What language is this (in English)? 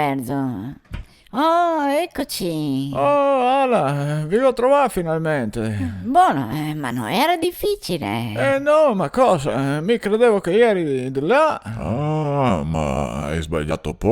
Venetian